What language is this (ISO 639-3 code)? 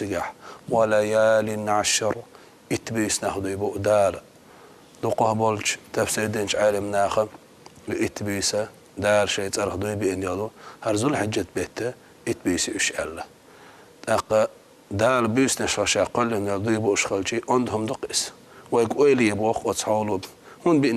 che